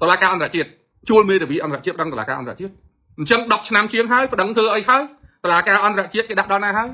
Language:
Khmer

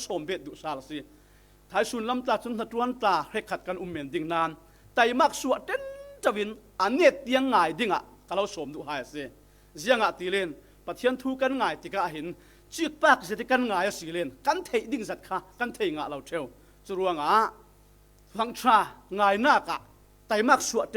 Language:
Falam Chin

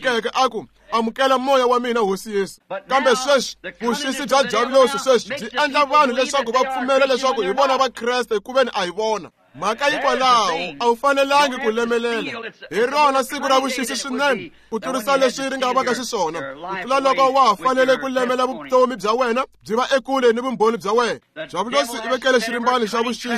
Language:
Tsonga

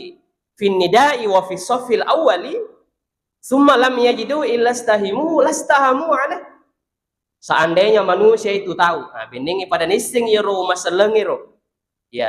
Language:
Buginese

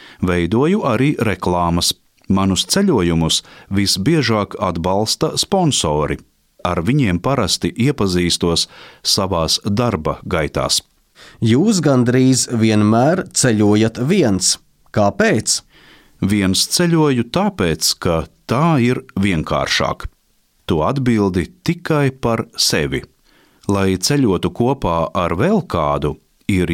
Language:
Latvian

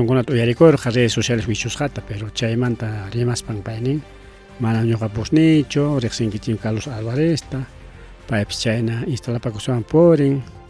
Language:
Ayacucho Quechua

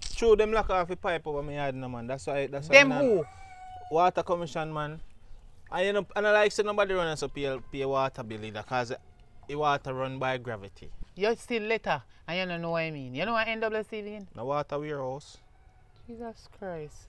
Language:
Jamaican Creole English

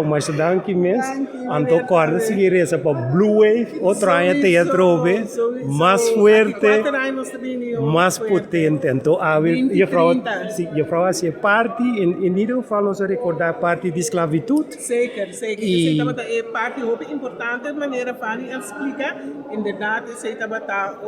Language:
Papiamento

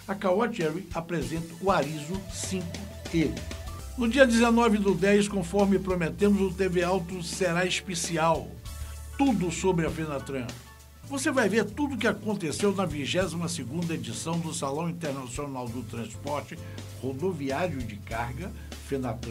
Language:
Portuguese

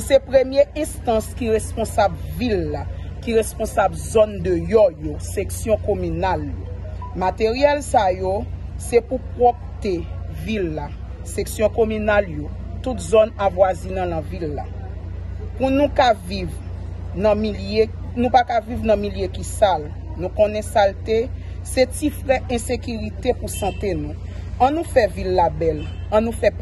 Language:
Haitian Creole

